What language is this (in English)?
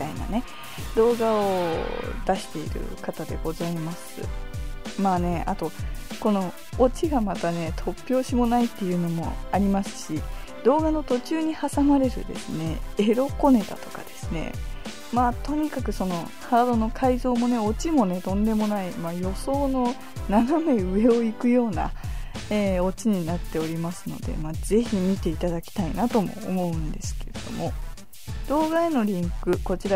Japanese